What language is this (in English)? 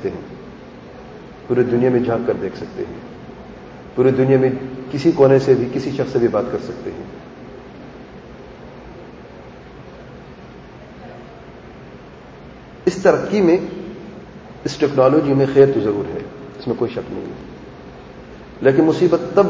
Urdu